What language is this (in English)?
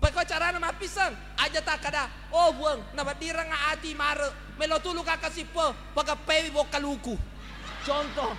Buginese